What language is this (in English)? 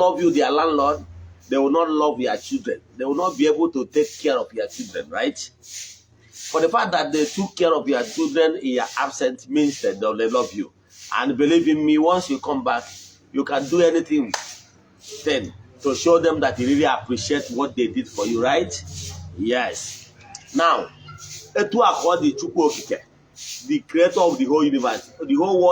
Igbo